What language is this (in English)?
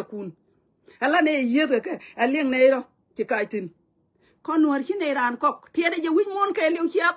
Nuer